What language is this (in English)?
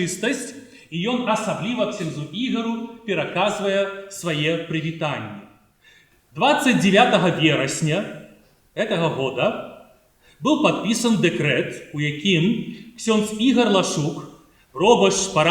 Belarusian